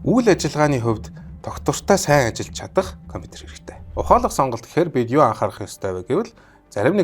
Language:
Mongolian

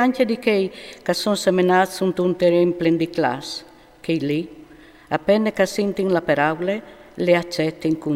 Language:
Friulian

